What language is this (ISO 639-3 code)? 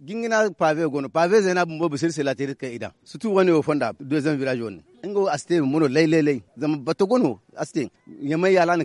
dje